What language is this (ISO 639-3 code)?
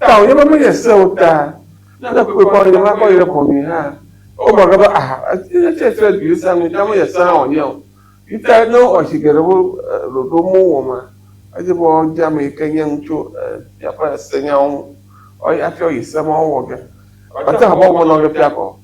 ewe